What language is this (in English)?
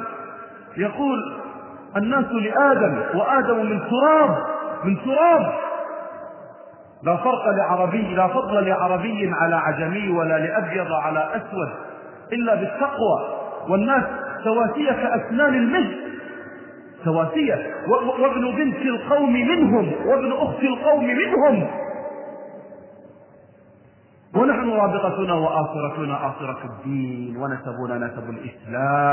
Arabic